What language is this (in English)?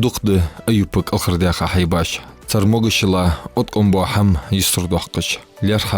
Ingush